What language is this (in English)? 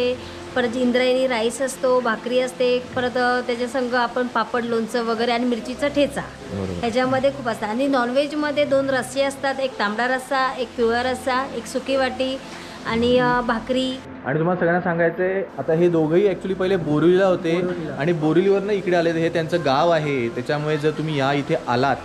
Marathi